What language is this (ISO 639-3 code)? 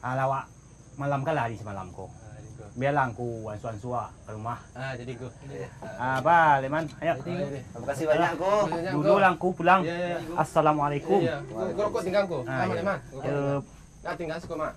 min